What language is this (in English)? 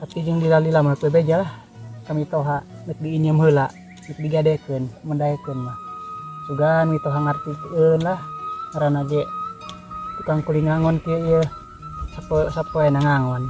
Sundanese